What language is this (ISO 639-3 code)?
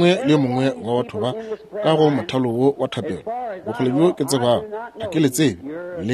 nso